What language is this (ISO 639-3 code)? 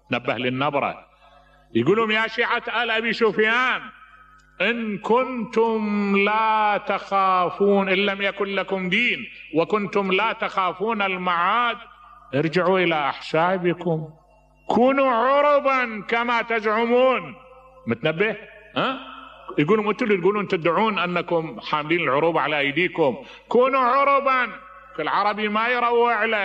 acm